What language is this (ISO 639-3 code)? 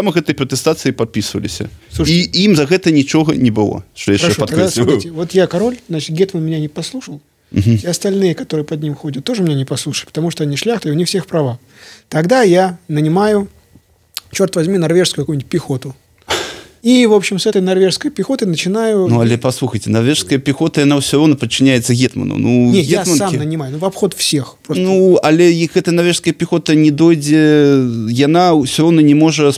bel